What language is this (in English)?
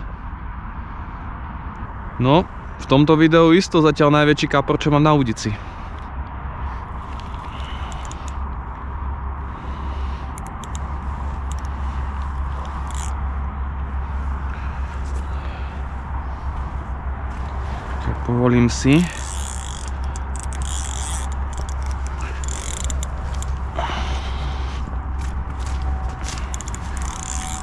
Slovak